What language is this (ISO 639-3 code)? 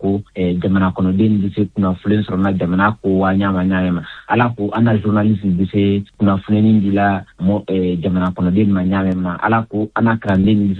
bam